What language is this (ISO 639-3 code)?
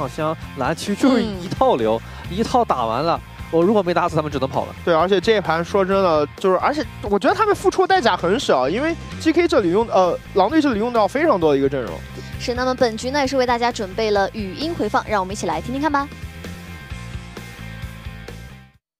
zho